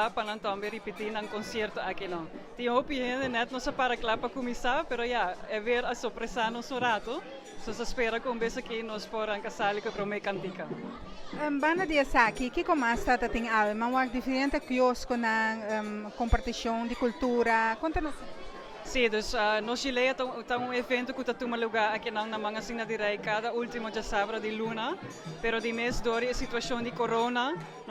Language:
Papiamento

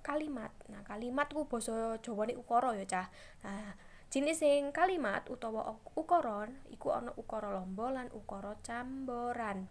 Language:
Javanese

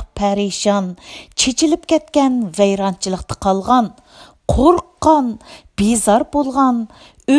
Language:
Uyghur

